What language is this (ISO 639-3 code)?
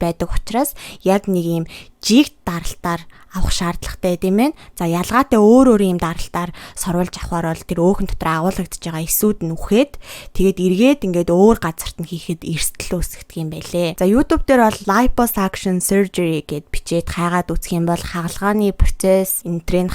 mon